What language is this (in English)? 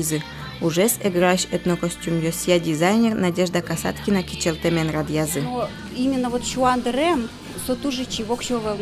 Udmurt